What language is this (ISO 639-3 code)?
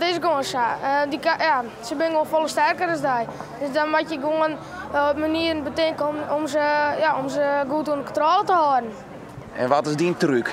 fry